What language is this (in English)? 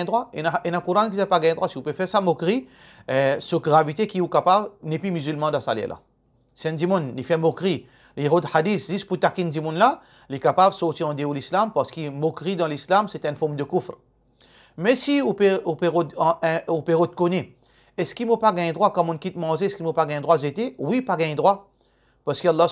Morisyen